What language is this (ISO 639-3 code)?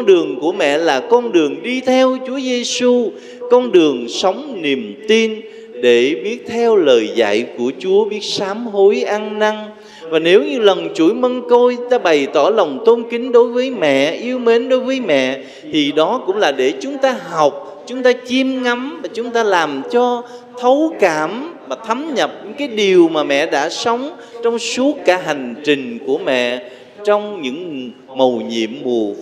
vie